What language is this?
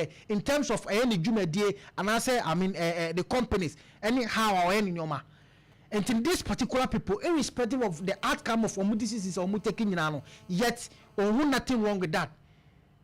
Akan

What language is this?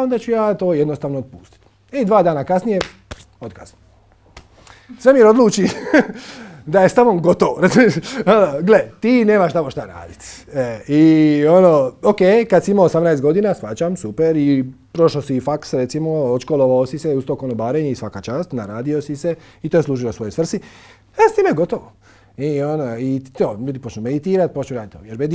Croatian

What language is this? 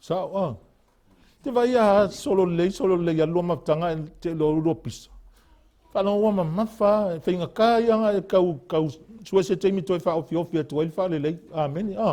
Samoan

